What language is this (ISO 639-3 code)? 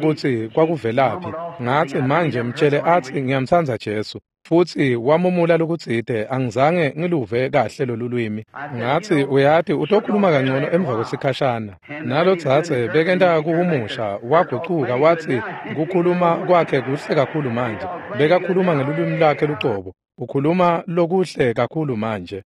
ssw